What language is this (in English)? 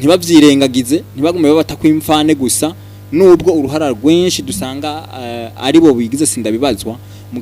Rundi